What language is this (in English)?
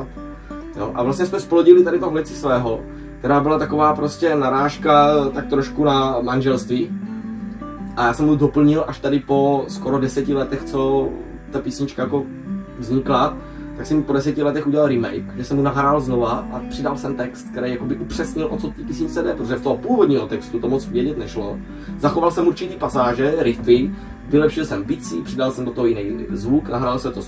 Czech